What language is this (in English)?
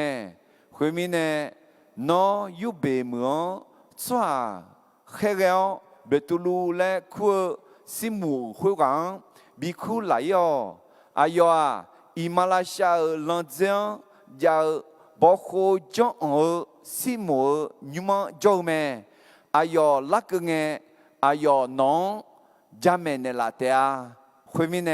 Akha